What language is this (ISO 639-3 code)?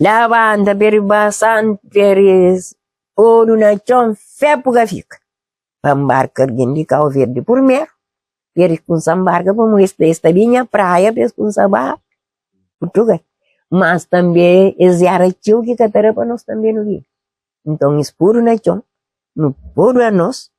kea